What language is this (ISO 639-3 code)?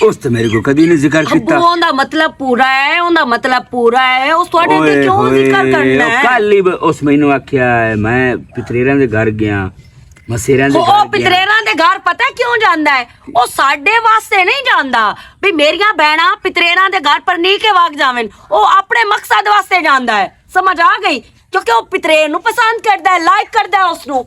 lah